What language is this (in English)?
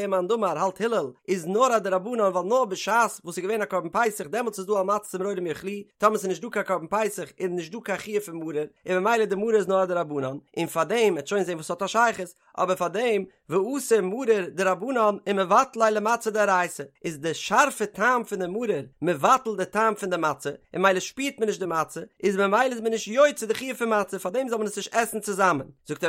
Yiddish